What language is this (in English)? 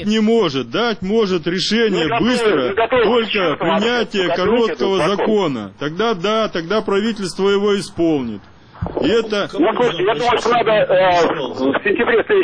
Russian